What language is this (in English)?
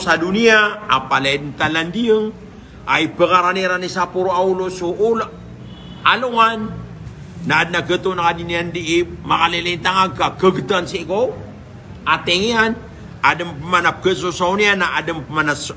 Maranao